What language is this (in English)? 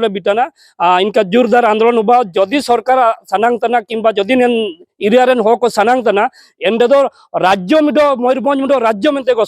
Santali